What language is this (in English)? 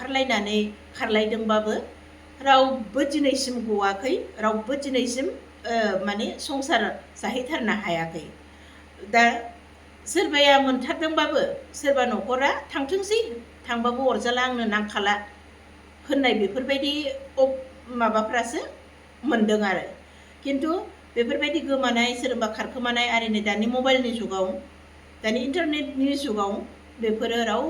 Bodo